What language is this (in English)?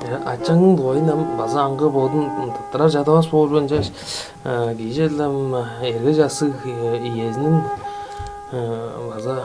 Tuvinian